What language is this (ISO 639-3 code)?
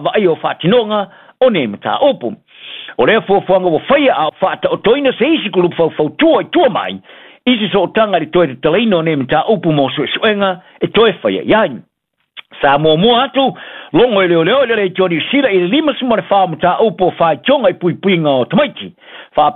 smo